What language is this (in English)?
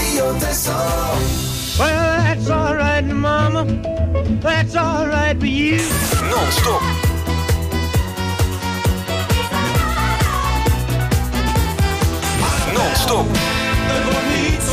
Dutch